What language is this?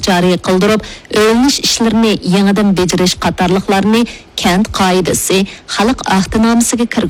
Uyghur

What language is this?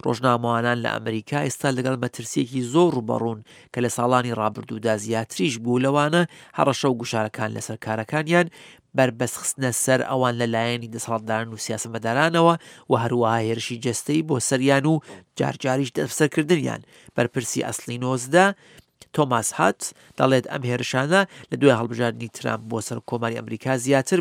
Central Kurdish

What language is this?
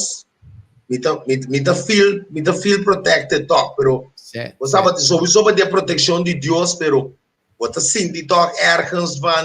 Papiamento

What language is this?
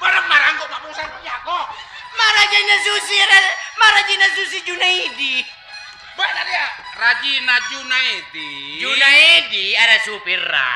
Madurese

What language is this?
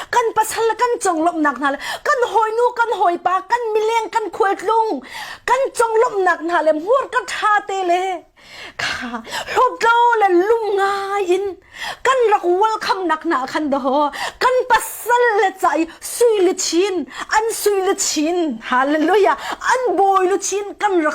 Hakha Chin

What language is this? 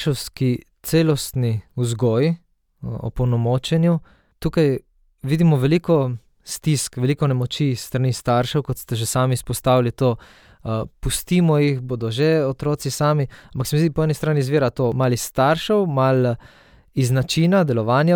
Slovenian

